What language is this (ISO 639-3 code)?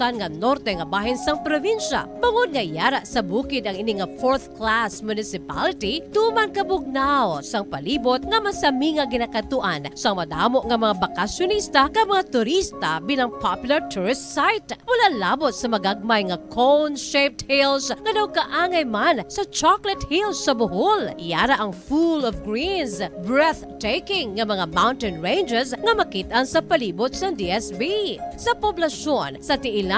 hil